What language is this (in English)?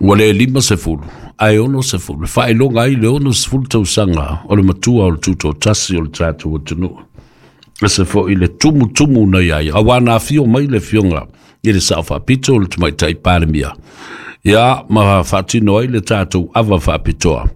Samoan